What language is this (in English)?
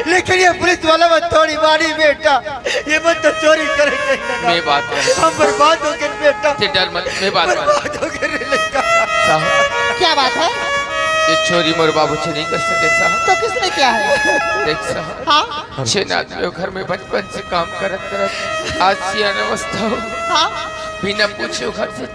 Chhattisgarhi